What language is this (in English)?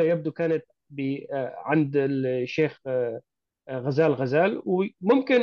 North Levantine Arabic